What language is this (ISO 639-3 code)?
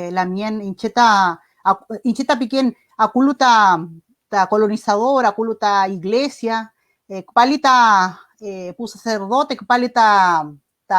arn